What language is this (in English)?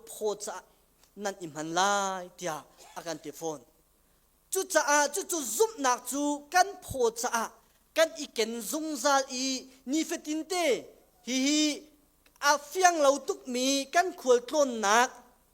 Hakha Chin